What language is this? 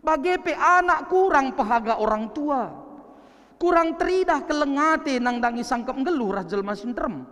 Batak Karo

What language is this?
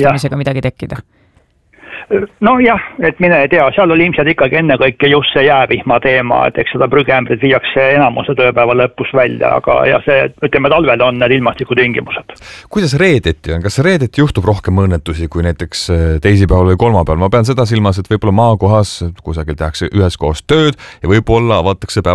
Estonian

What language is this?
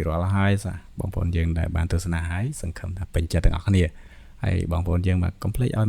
Khmer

